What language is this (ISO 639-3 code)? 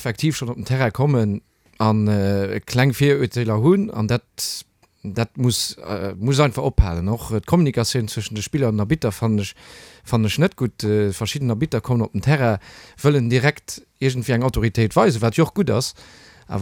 ltz